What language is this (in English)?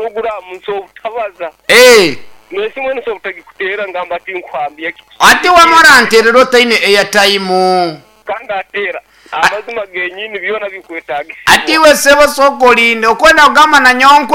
Nyoro